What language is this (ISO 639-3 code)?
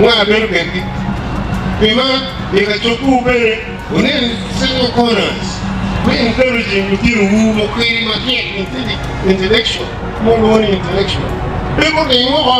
ach